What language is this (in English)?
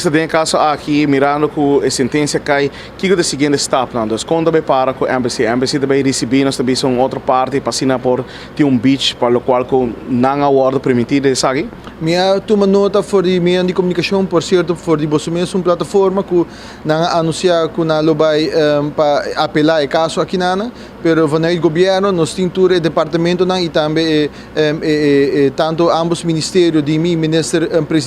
Papiamento